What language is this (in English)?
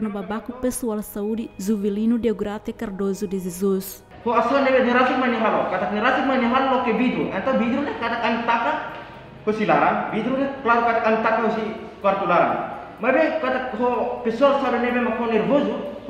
Tetum